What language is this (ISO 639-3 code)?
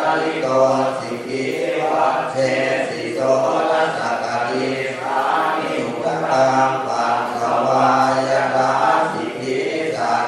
pli